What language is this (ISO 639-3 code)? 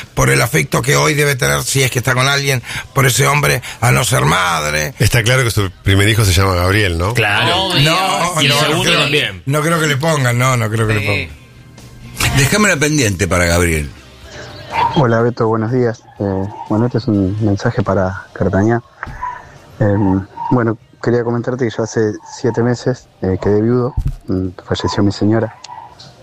spa